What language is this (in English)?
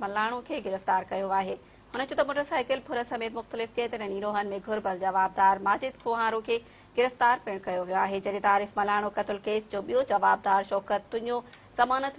Sindhi